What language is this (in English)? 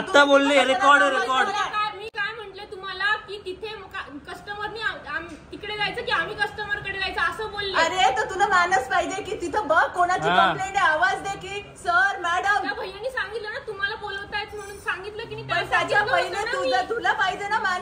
Marathi